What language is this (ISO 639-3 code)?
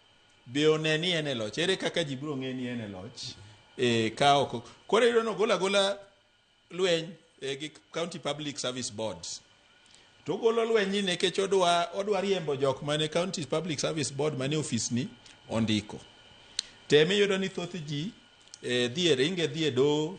luo